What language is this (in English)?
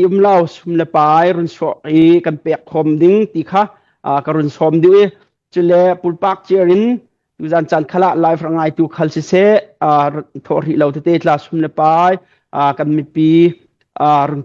Hakha Chin